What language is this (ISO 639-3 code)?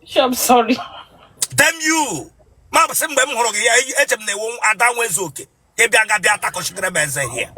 ibo